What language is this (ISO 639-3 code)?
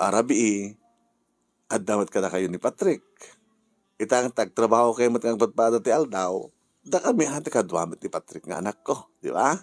ilo